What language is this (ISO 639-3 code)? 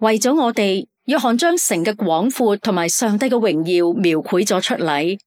yue